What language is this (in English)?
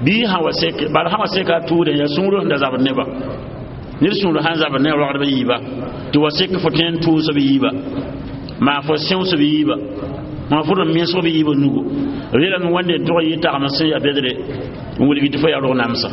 Mossi